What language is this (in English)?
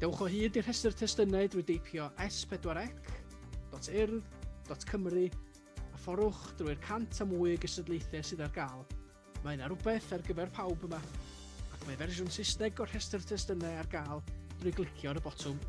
Welsh